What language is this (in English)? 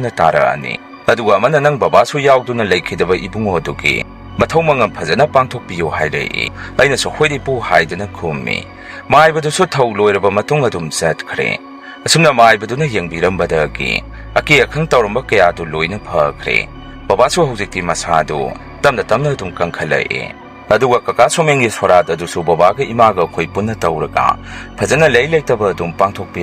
Manipuri